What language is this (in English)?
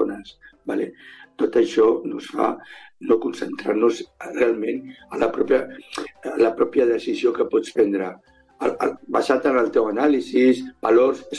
Catalan